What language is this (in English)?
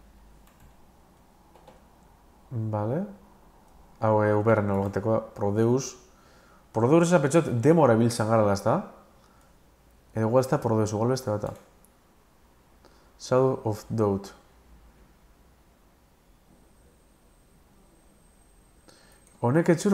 Basque